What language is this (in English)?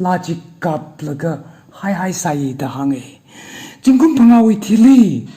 Tangkhul Naga (India)